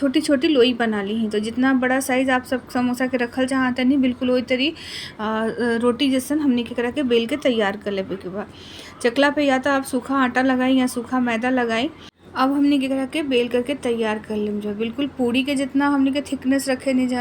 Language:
Bhojpuri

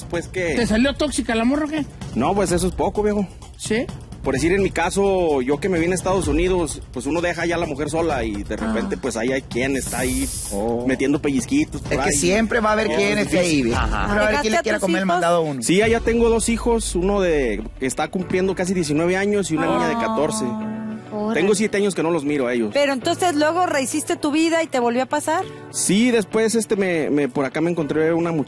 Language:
Spanish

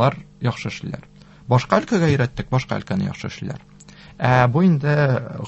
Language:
Tatar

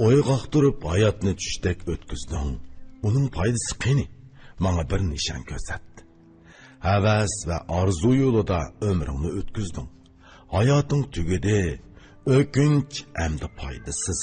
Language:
Uyghur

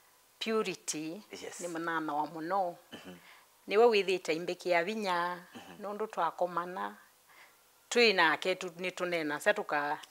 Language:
Kamba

